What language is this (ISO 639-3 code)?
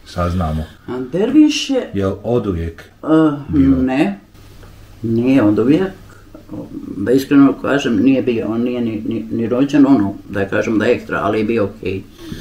bos